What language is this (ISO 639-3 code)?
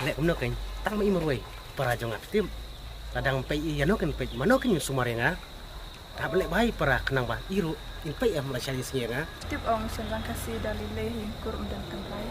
kha